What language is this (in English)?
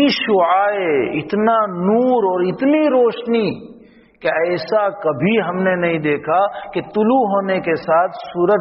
Urdu